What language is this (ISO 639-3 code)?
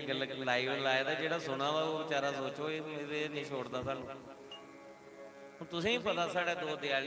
doi